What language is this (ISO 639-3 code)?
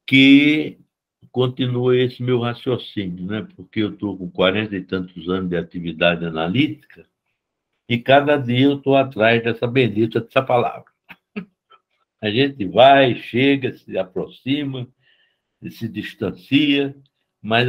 por